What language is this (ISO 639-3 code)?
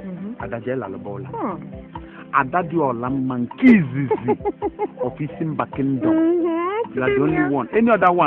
ewe